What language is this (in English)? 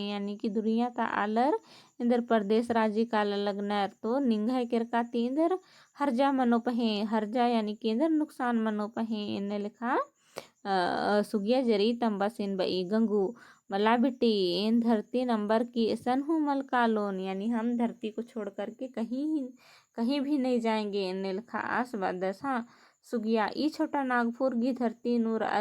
Kurukh